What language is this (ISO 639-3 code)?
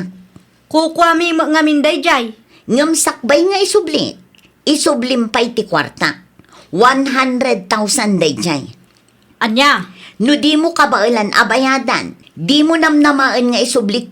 ilo